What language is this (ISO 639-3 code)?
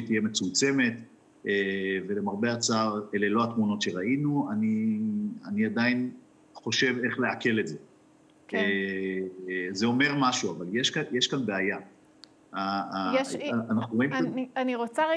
heb